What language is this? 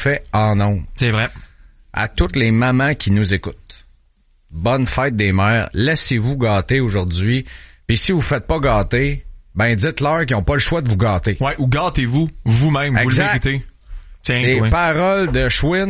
French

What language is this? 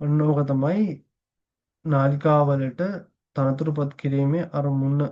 Sinhala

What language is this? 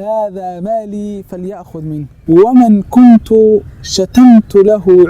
Somali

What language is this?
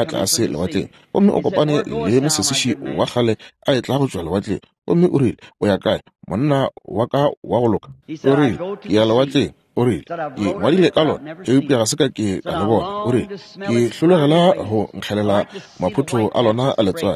Northern Sotho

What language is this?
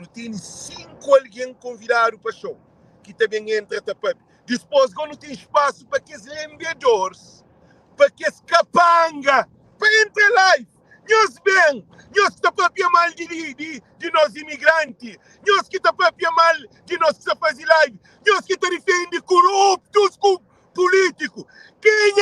Kabuverdianu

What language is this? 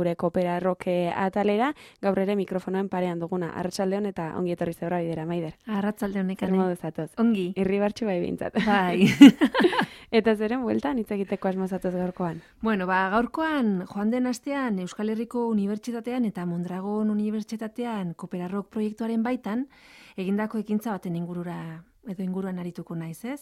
Basque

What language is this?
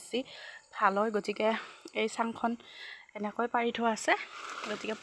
Assamese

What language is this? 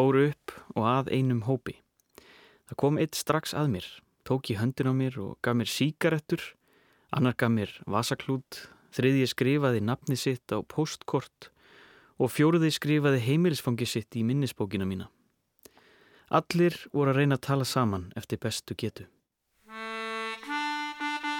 Icelandic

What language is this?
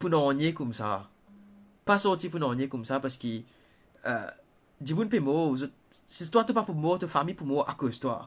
Morisyen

